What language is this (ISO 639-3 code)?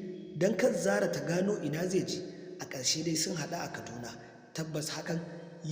hau